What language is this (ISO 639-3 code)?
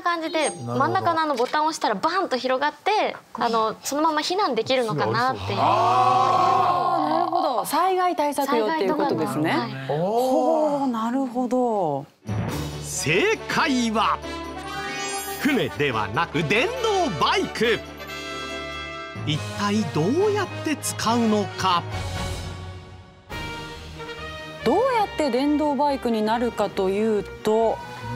jpn